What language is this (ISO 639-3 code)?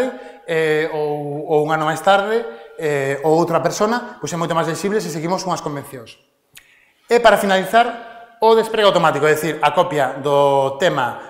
glg